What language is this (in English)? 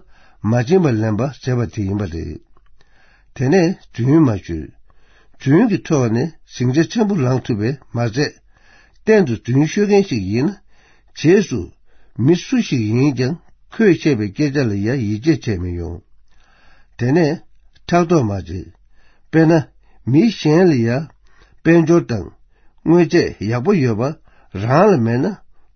Tibetan